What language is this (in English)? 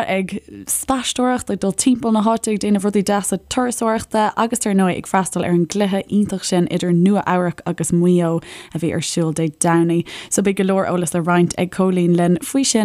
Irish